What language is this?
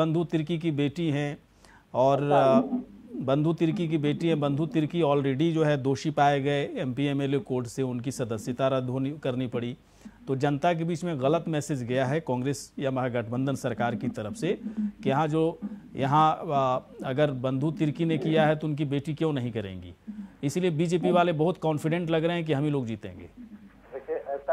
Hindi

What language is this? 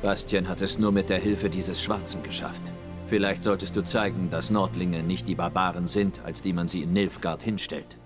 Swiss German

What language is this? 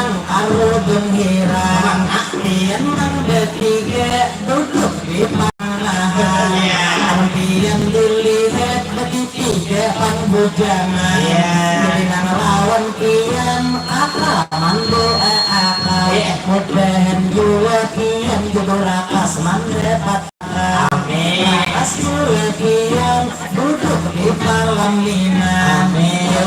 Banjar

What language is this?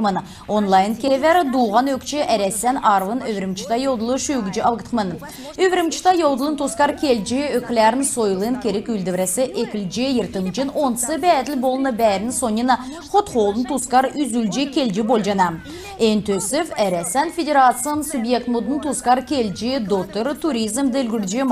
Kalmyk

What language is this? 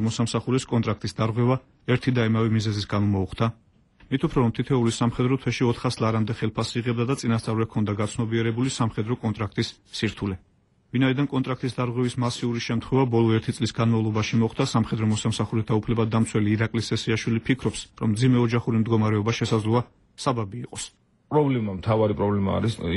Georgian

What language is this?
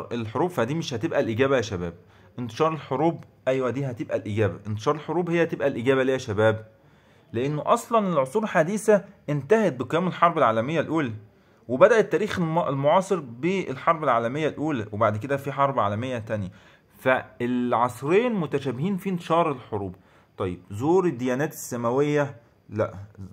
Egyptian Arabic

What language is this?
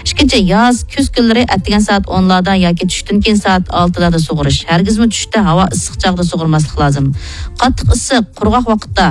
Uyghur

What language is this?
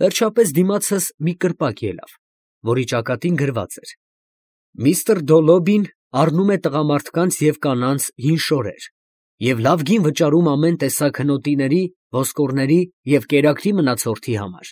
Armenian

